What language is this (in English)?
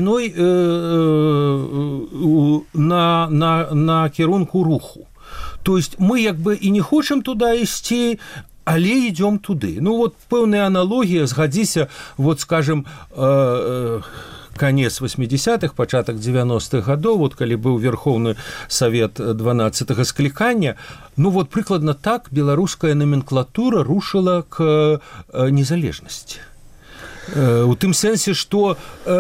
Belarusian